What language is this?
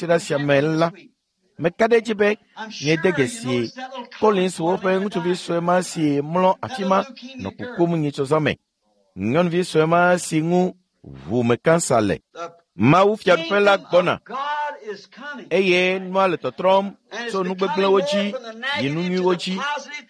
Ewe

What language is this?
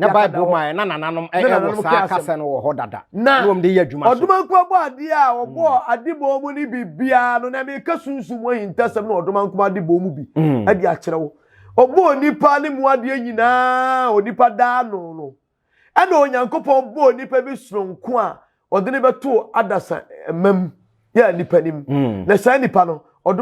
Akan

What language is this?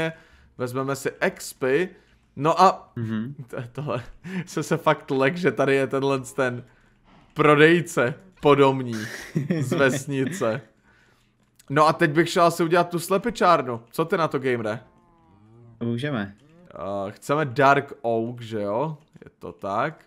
Czech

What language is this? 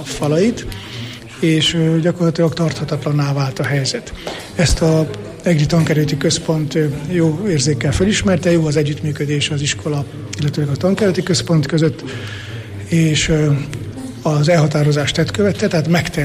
Hungarian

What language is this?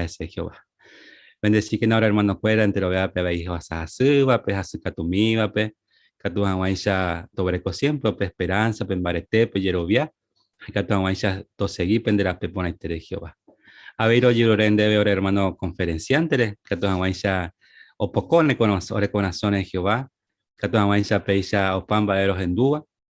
Guarani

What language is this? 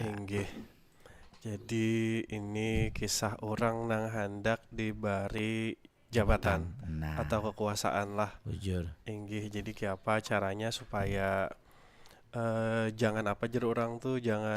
Banjar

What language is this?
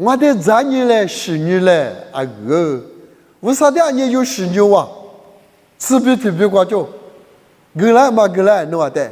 Lisu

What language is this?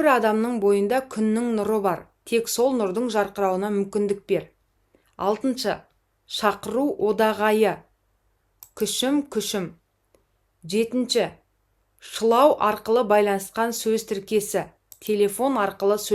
Kazakh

